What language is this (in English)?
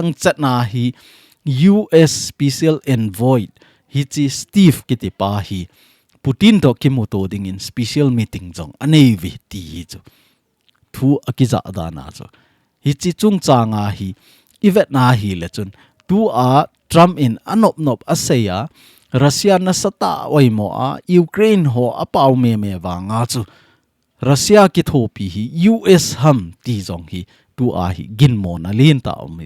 Thado Chin